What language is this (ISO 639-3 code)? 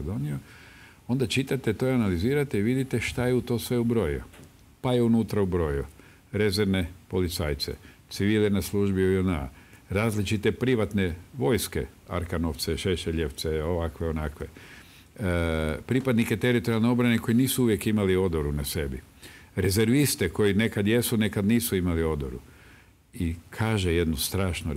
hrv